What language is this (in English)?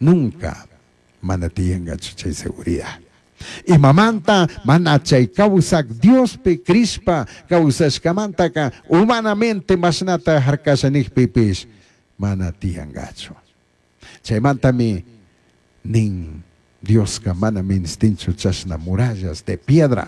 Chimborazo Highland Quichua